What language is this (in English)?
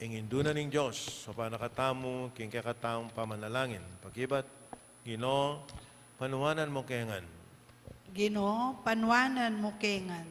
Pampanga